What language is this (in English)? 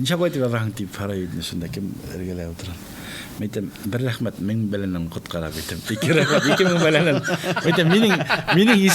Bashkir